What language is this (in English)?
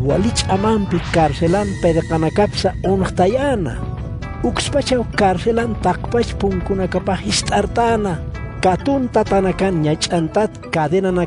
Aymara